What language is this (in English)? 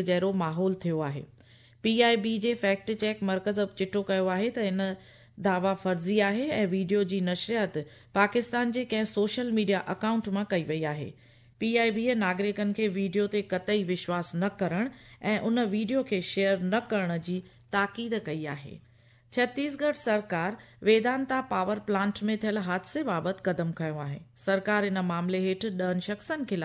Sindhi